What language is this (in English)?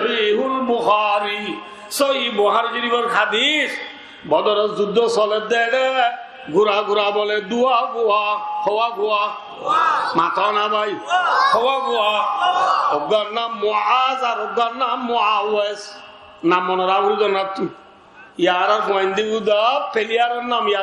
Rohingya